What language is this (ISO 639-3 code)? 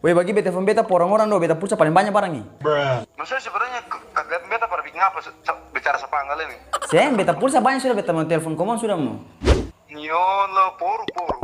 abs